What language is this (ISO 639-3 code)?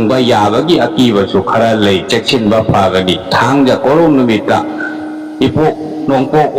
mni